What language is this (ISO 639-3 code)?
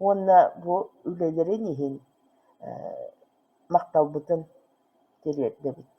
sah